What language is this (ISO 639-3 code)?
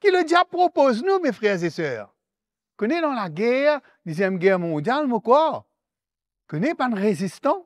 mfe